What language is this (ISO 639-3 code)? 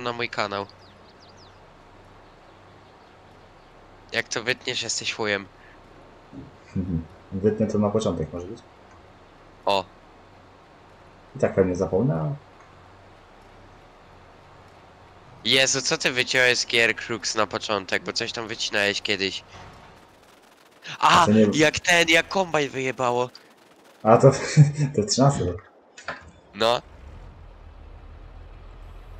pol